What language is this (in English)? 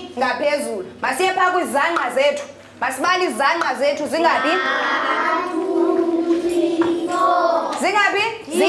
Xhosa